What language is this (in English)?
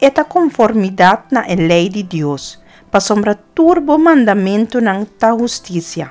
Papiamento